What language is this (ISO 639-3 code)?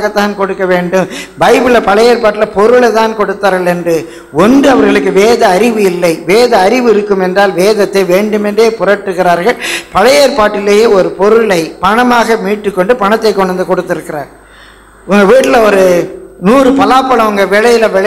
tam